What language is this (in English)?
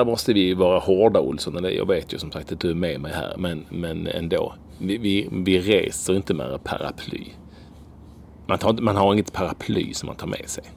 Swedish